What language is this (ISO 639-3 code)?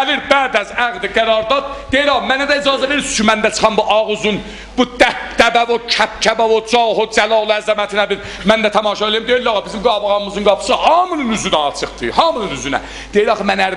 azb